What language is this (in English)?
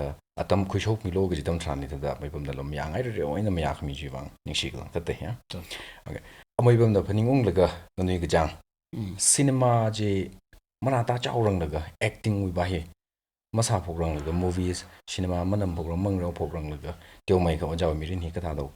Tangkhul Naga (India)